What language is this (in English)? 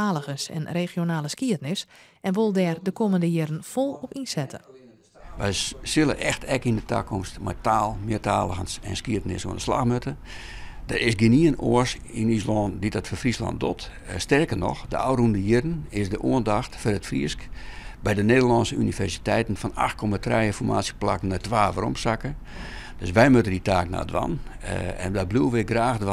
Western Frisian